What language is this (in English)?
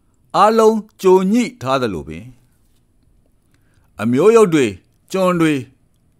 Burmese